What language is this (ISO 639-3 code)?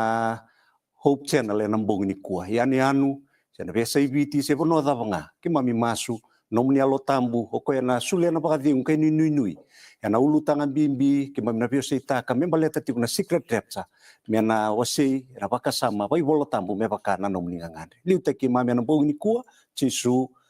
fij